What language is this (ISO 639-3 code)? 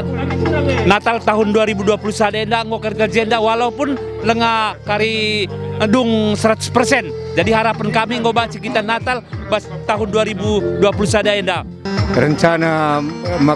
btx